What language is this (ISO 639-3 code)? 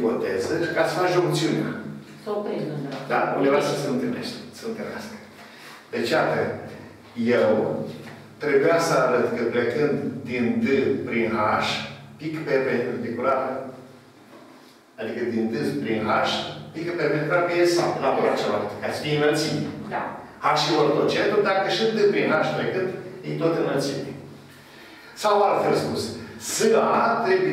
ron